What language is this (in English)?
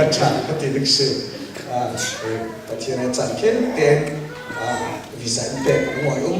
Falam Chin